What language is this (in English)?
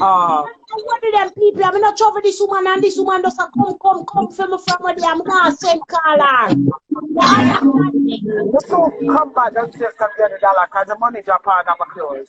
Jamaican Creole English